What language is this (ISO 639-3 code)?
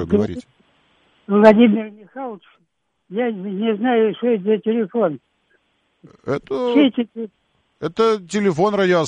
rus